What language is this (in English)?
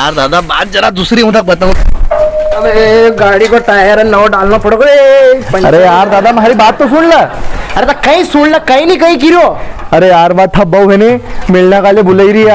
Rajasthani